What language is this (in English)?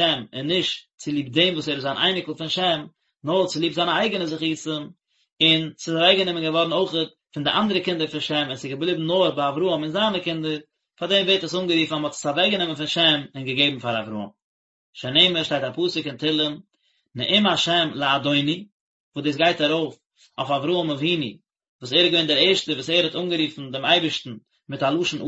Yiddish